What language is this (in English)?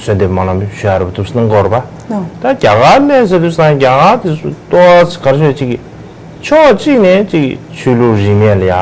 Tibetan